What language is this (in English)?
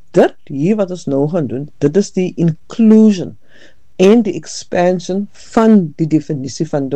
Afrikaans